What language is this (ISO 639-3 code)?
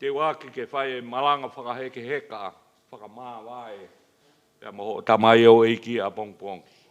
ton